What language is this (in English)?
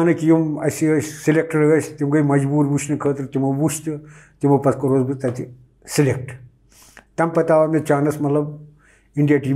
Kashmiri